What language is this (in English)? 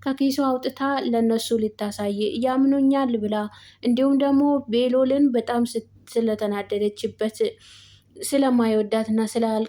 Amharic